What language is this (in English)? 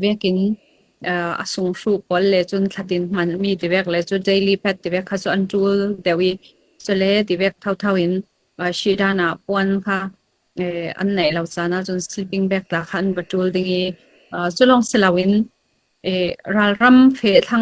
Falam Chin